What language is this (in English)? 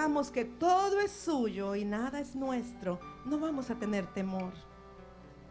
Spanish